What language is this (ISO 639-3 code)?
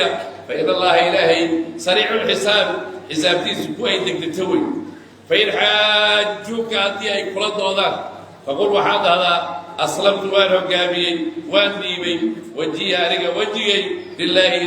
som